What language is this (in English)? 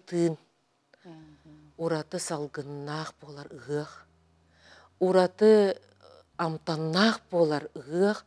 Yakut